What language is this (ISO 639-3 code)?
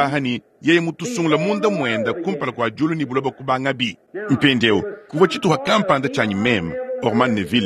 lua